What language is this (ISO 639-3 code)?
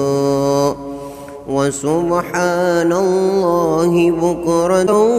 ace